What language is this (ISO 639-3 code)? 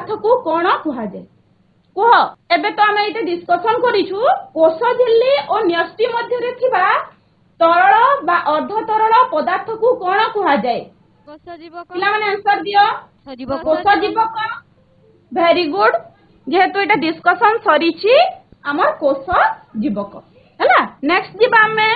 ori